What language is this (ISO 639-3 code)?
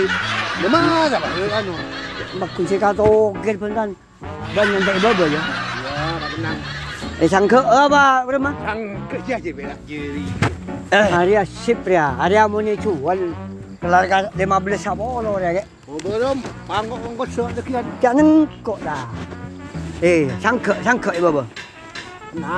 mad